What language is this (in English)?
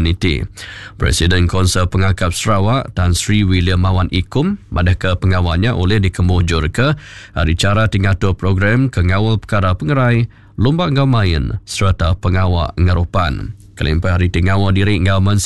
Iban